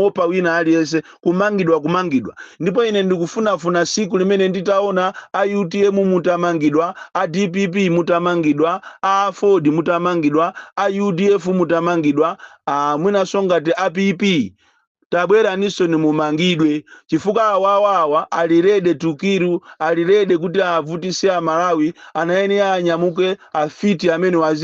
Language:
Nyanja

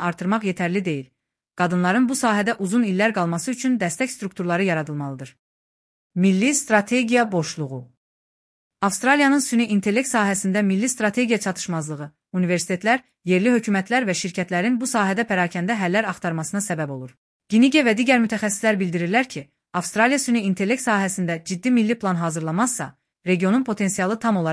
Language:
Azerbaijani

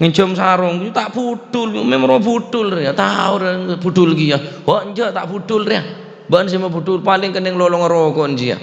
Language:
Madurese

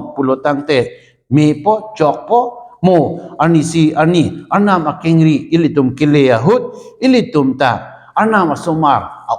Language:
Karbi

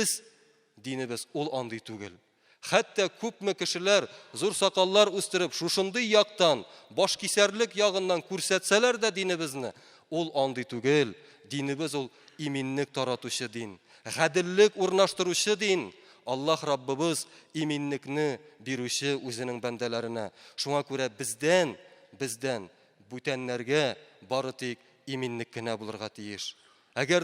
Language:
Tatar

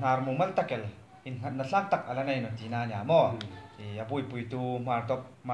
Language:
Hmar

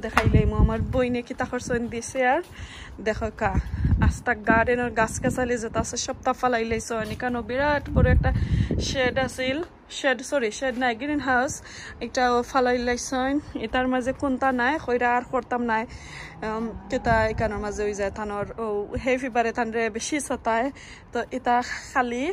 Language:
Sylheti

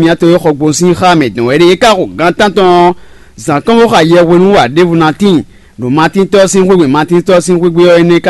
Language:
Fon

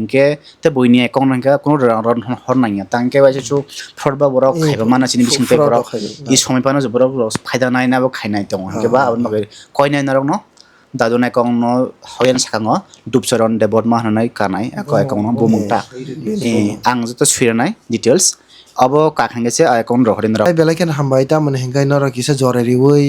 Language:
Kok Borok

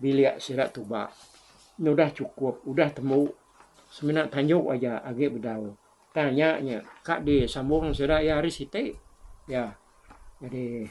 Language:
Iban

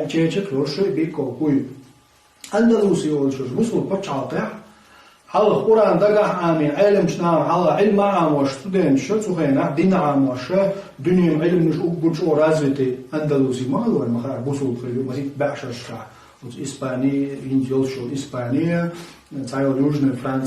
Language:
Chechen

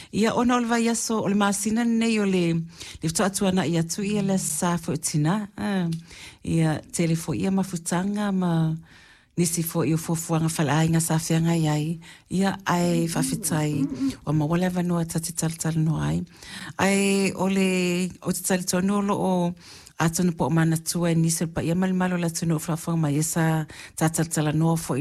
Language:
Samoan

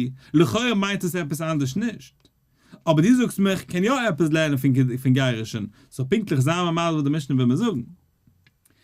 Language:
Yiddish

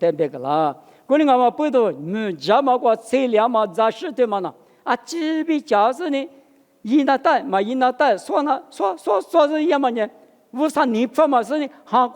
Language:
Lisu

